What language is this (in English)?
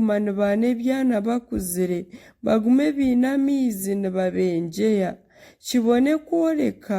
Nyankole